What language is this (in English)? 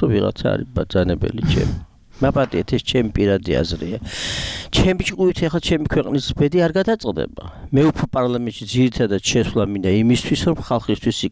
Georgian